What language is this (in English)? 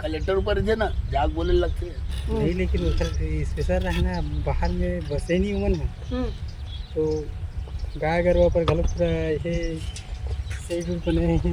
Chhattisgarhi